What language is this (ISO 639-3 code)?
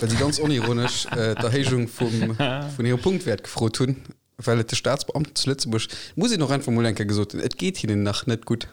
ltz